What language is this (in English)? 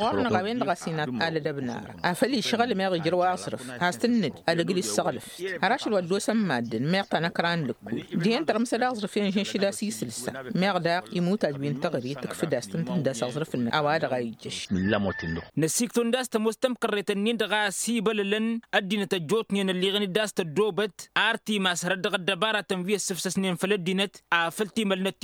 Tamasheq